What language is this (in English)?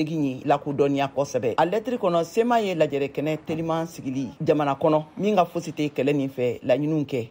Bambara